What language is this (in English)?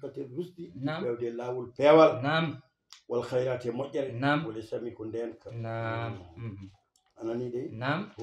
Fula